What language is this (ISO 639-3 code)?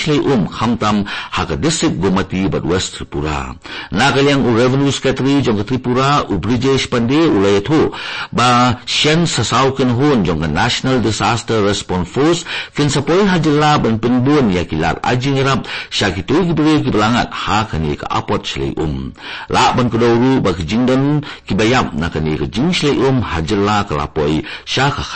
kha